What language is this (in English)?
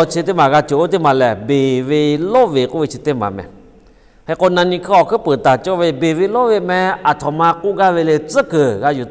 Lahu